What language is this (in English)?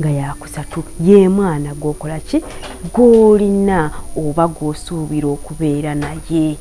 Ganda